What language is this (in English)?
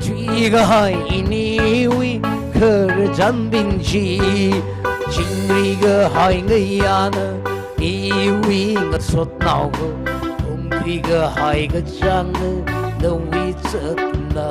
Tangkhul Naga (India)